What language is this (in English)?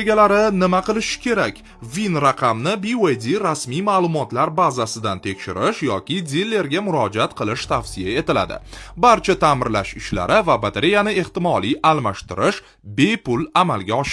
Uzbek